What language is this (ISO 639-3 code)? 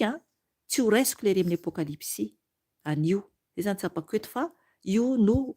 mlg